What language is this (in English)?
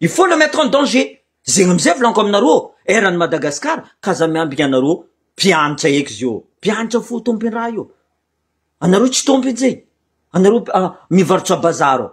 Malagasy